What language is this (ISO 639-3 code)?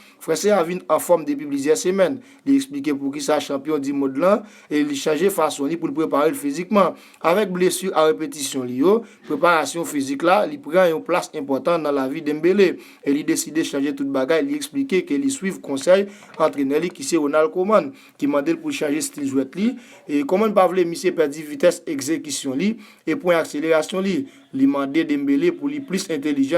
hat